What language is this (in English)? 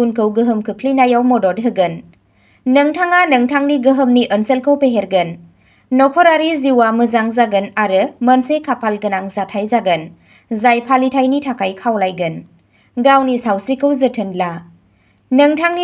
Bodo